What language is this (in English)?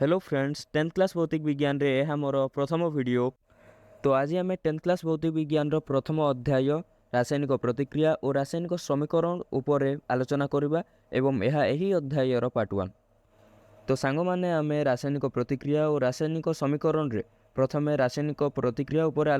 Odia